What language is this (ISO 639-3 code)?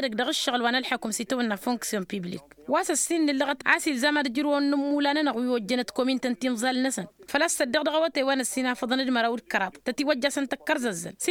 taq